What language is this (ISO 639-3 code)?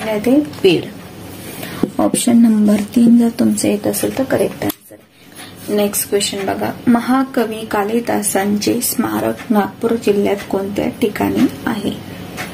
mar